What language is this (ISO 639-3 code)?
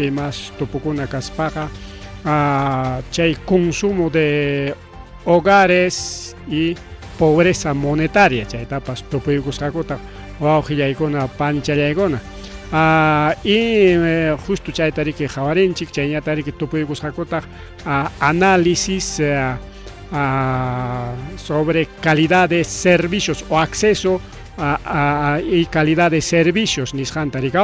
quy